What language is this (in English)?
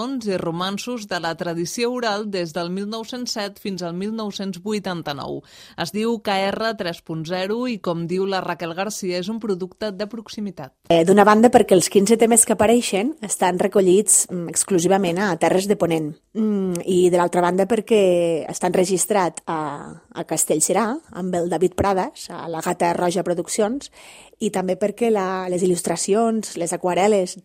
Catalan